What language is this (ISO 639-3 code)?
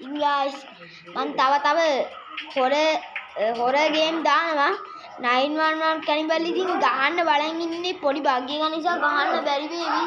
sin